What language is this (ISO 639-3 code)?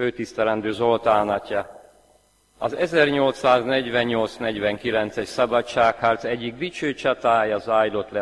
hun